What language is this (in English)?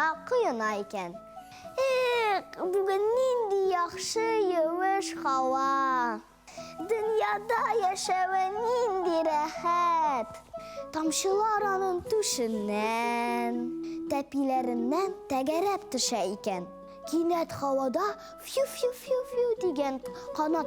Tatar